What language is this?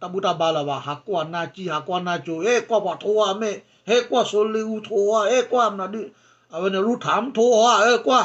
S'gaw Karen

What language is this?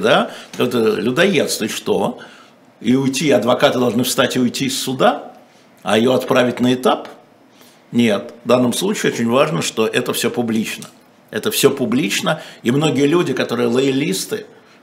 Russian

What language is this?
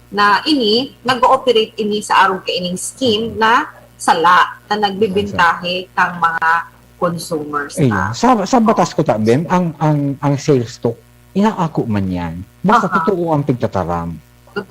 Bikol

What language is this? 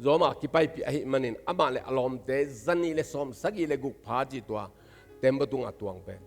Tedim Chin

